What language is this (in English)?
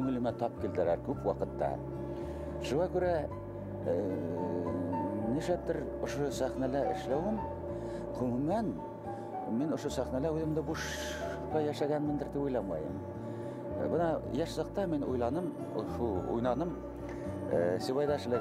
Bashkir